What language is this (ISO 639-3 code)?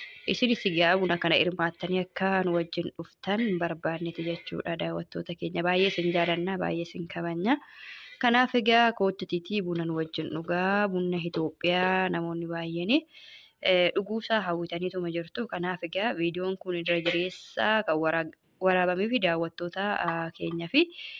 orm